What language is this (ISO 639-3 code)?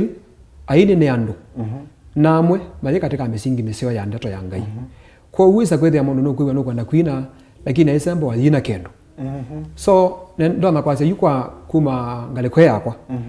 kam